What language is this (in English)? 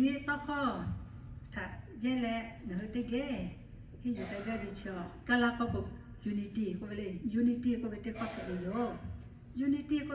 Lahu